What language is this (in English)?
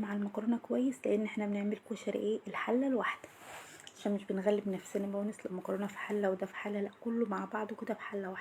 Egyptian Arabic